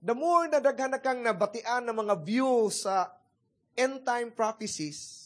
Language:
Cebuano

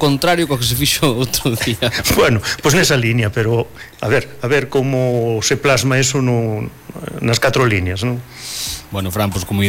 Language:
Galician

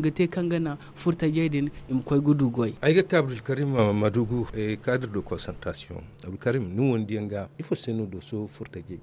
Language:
Zarma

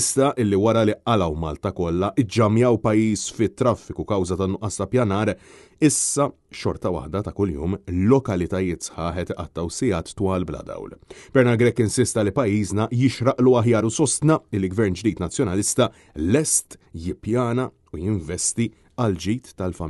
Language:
Maltese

